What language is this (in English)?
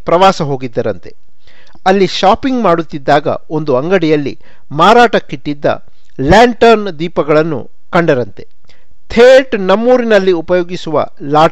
Kannada